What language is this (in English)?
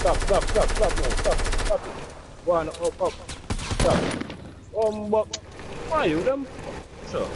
Jamaican Creole English